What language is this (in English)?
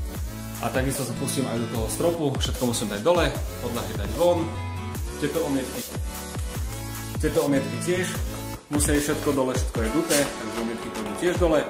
Slovak